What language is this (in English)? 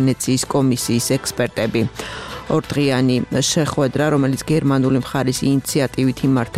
Georgian